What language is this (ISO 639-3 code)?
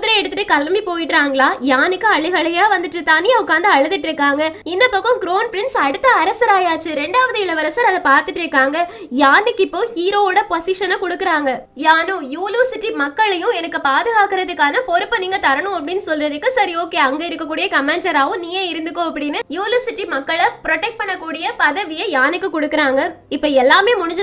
tam